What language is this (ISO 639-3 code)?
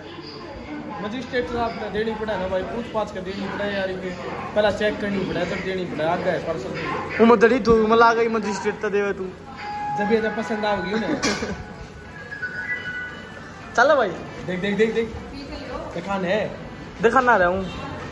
hin